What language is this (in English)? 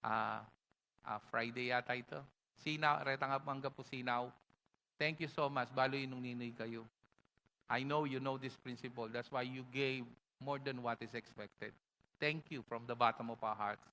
Pampanga